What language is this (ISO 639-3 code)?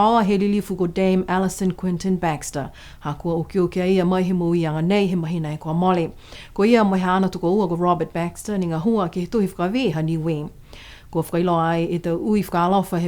niu